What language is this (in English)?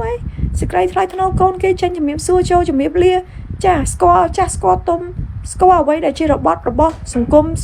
Khmer